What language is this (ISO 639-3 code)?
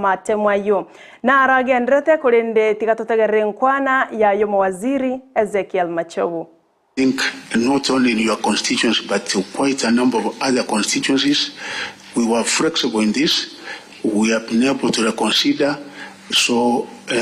guz